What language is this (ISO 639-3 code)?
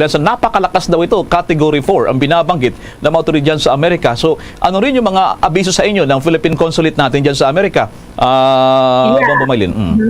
hil